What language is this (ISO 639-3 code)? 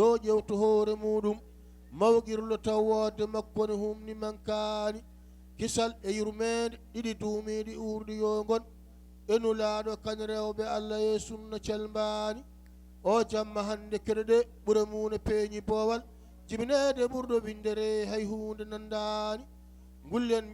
ful